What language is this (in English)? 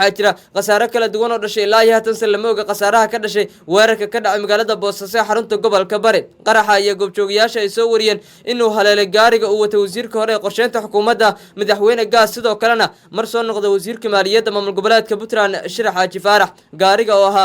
Somali